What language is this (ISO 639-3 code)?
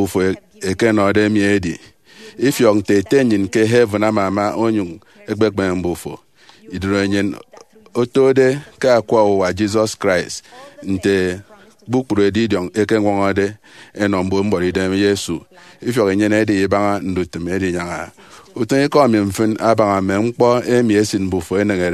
efi